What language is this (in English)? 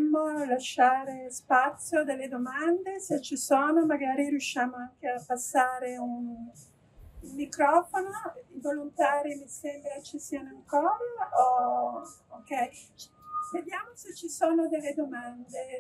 Italian